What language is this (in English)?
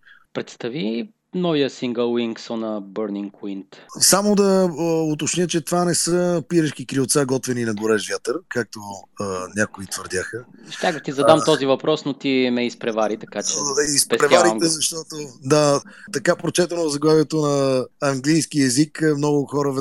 Bulgarian